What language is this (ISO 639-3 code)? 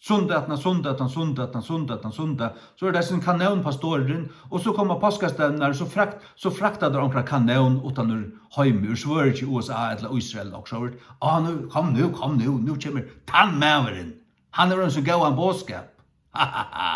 fao